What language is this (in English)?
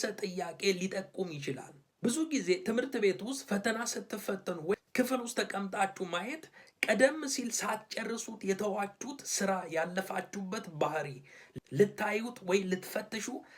Amharic